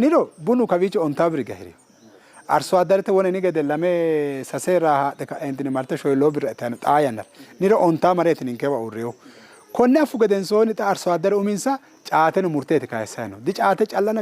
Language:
Sidamo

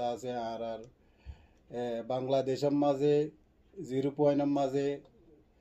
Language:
Rohingya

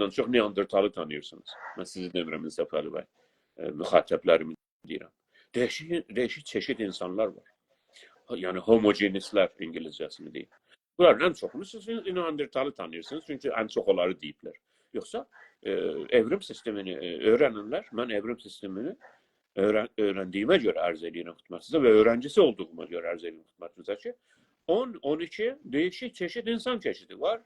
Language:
South Azerbaijani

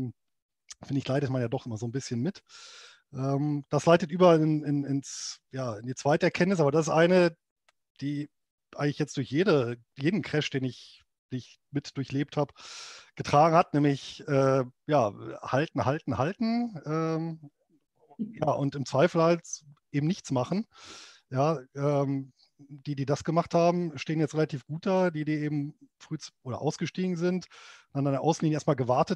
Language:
German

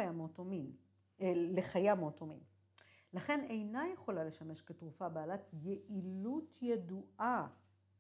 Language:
Hebrew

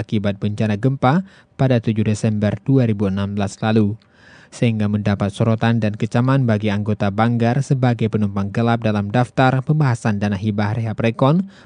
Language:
Indonesian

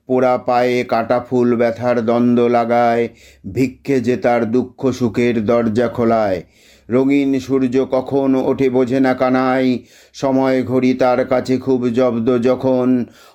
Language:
Bangla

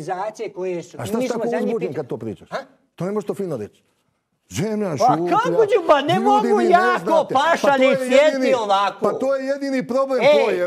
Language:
Croatian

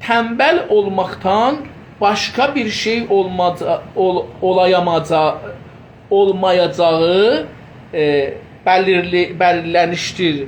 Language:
South Azerbaijani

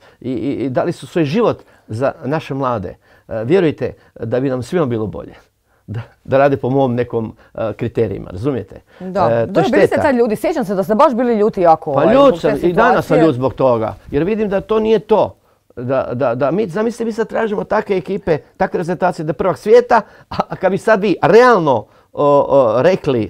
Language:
Croatian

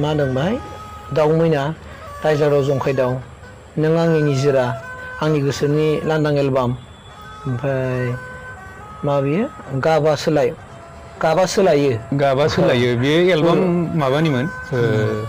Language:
Bodo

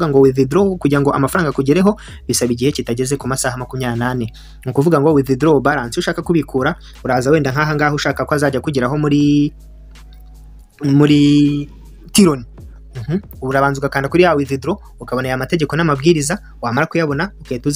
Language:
Kinyarwanda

